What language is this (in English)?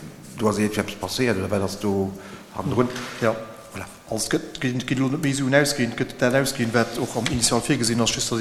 Luxembourgish